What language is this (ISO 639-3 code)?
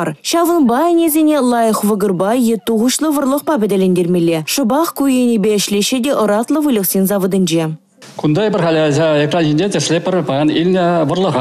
chv